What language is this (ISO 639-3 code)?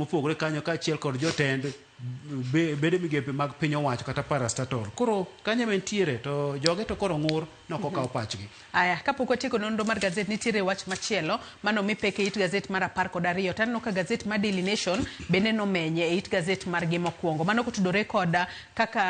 luo